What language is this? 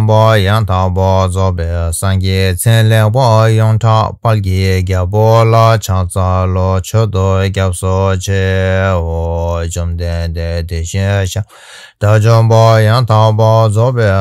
Tibetan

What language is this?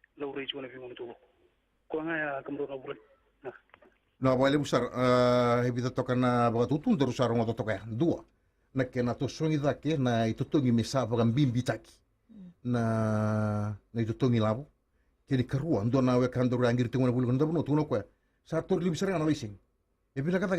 Fijian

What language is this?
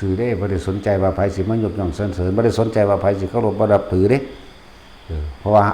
Northeastern Thai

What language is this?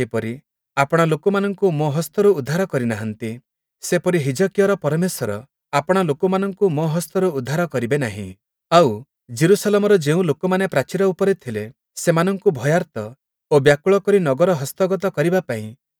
Odia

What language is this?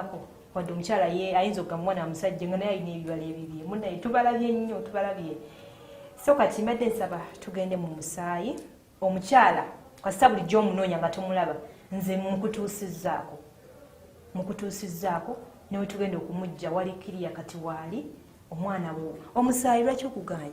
Ganda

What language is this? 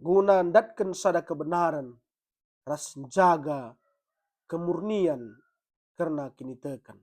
Batak Karo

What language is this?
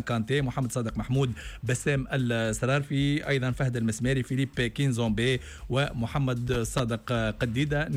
Tunisian Arabic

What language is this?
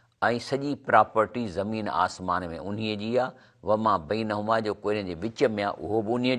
Sindhi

